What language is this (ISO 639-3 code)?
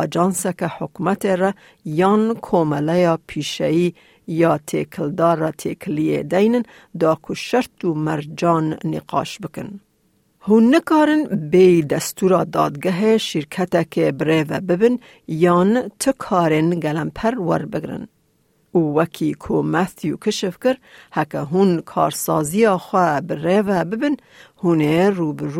kur